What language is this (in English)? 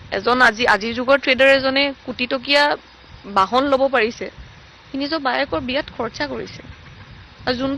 Assamese